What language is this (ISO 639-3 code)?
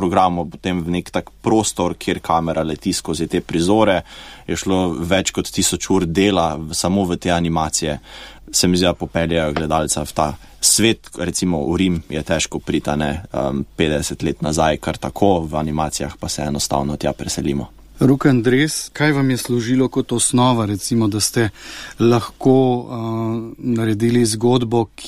slv